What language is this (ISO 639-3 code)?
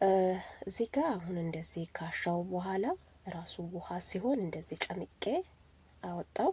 amh